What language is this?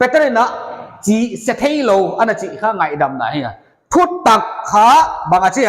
Paite Chin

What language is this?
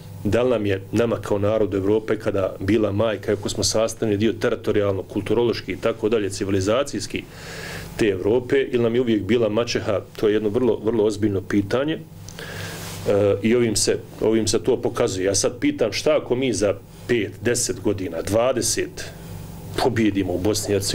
Bosnian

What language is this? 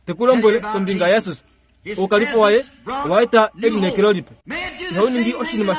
Kuanyama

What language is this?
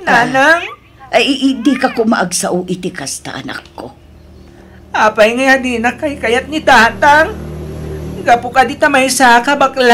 Iloko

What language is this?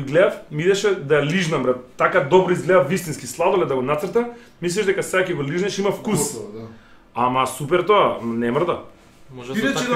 Macedonian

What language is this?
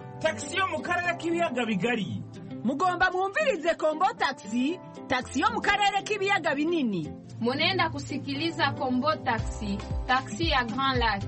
Kinyarwanda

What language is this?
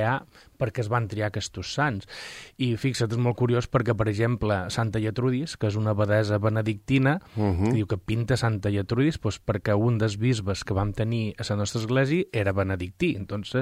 Catalan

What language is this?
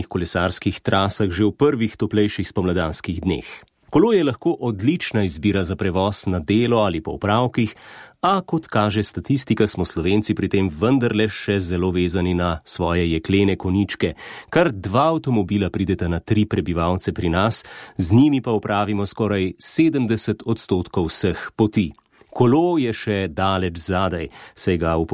Slovenian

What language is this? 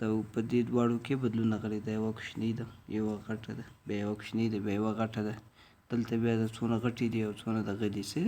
Pashto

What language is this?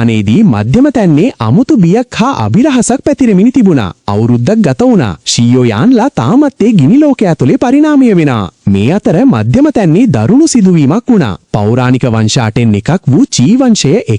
Sinhala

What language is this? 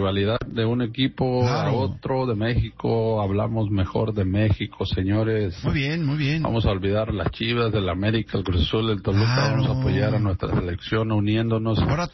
Spanish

